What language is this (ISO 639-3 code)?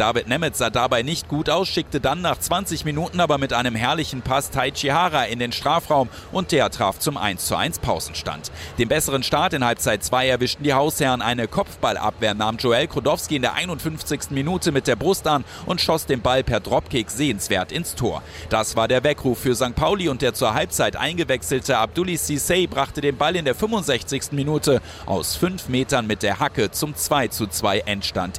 deu